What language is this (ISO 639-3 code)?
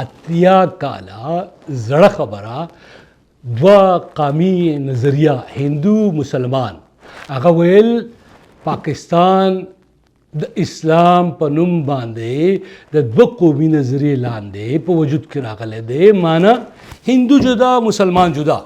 pus